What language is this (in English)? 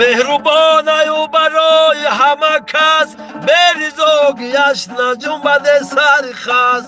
Tajik